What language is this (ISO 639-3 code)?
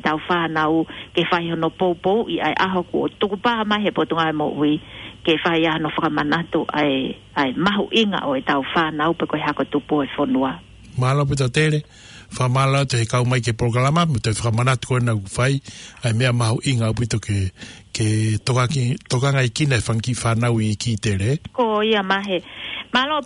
ton